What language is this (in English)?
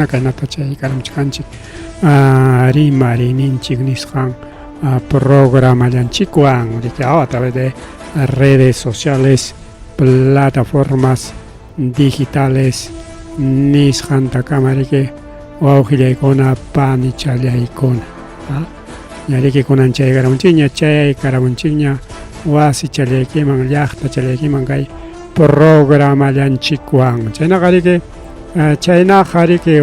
Ayacucho Quechua